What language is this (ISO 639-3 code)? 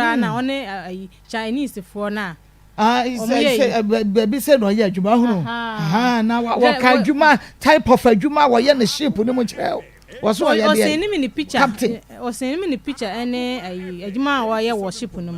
aka